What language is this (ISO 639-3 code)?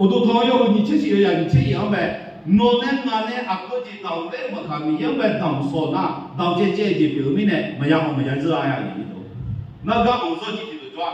ahk